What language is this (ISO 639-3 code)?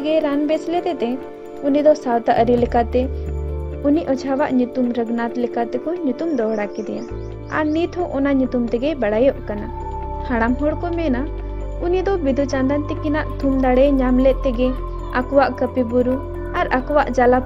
sat